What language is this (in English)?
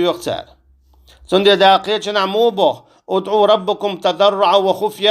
Chechen